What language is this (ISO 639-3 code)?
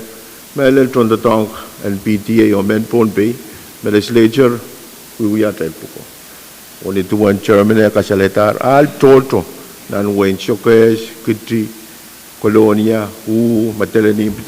pon